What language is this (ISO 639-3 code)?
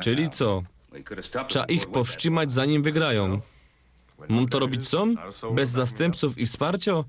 szl